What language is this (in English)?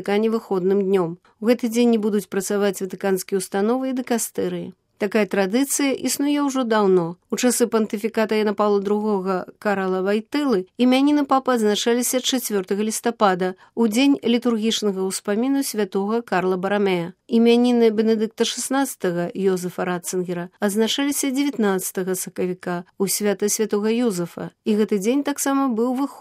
Belarusian